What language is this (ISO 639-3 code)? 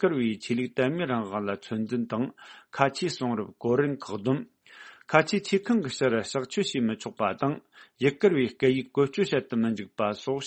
bod